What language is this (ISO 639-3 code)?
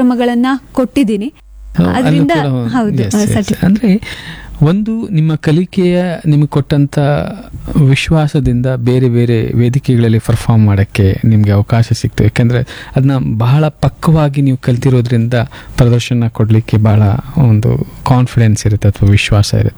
kan